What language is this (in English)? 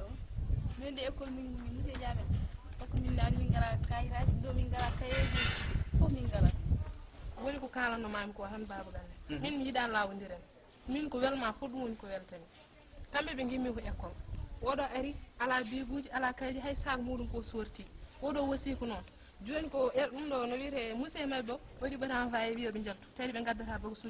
Fula